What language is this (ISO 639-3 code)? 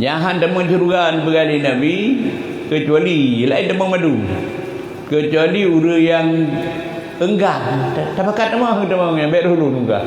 ace